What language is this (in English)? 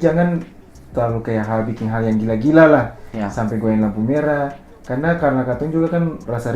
Ambonese Malay